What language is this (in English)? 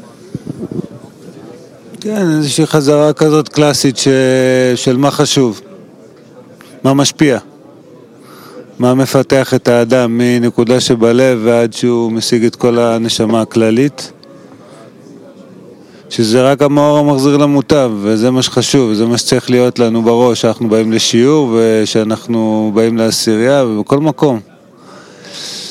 Hebrew